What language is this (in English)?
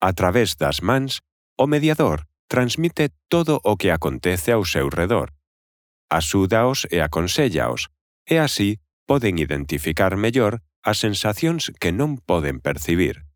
Galician